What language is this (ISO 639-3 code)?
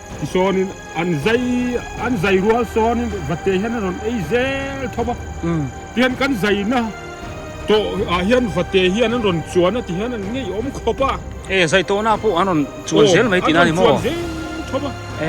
biu